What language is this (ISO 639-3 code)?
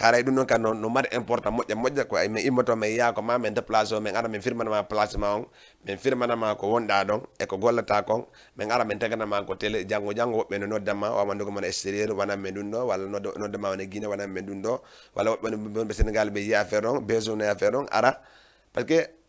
ful